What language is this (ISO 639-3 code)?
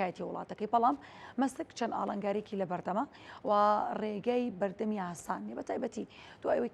ckb